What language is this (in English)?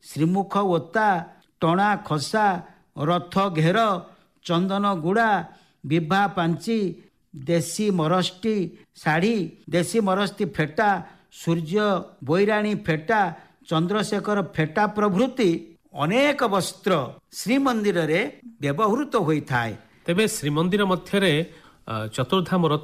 Odia